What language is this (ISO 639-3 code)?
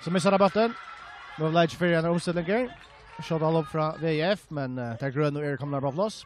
fao